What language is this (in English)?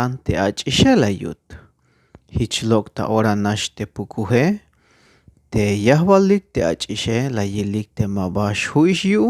Tzeltal